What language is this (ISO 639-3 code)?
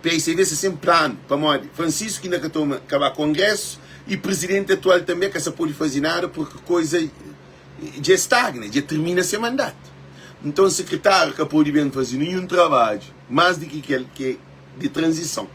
kea